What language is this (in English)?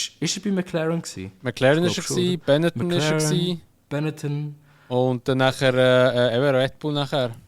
Swiss German